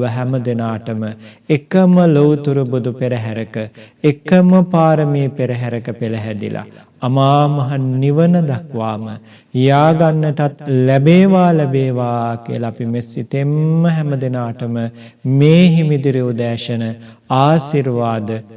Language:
Sinhala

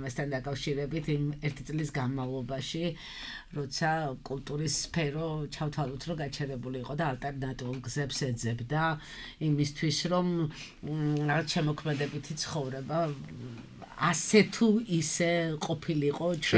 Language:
Georgian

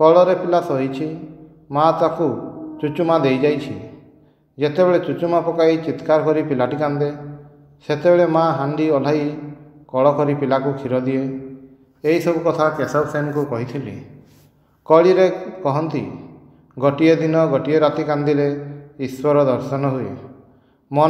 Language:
Odia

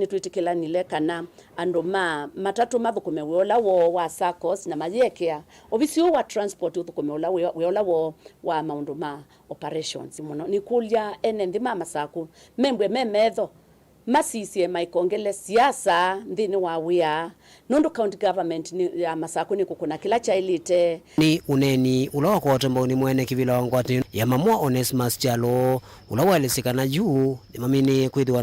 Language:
Kamba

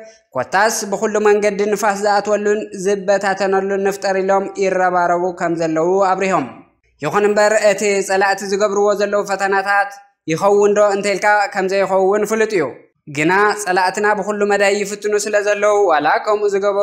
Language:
Tigrinya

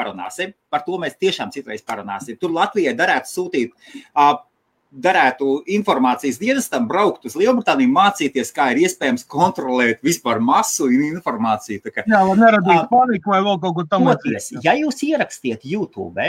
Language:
Latvian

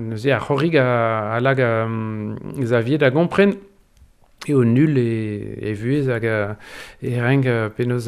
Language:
Breton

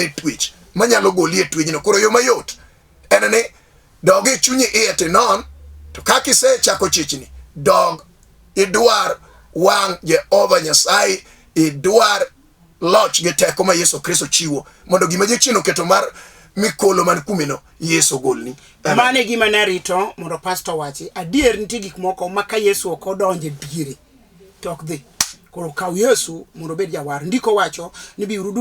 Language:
Luo (Kenya and Tanzania)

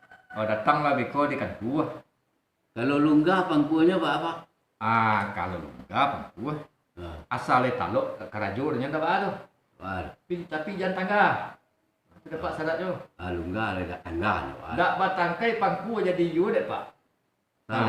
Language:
Minangkabau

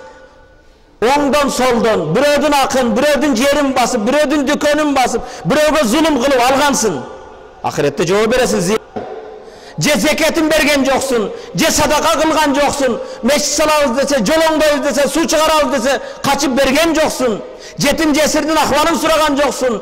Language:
Kyrgyz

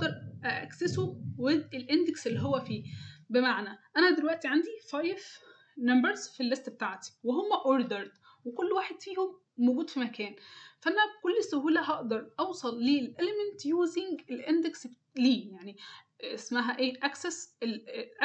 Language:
Egyptian Arabic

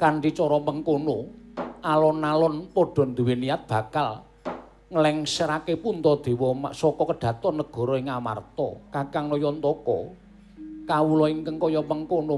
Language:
Javanese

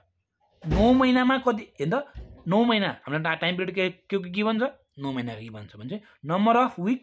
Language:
Nepali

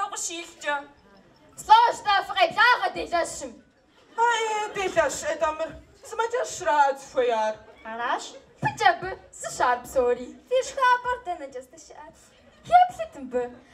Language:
Kabardian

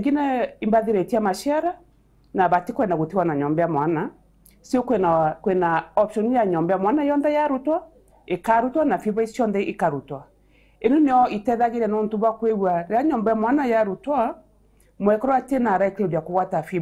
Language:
Meru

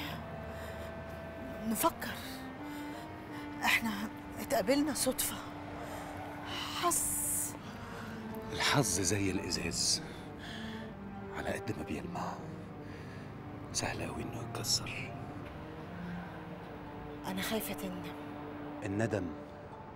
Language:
Egyptian Arabic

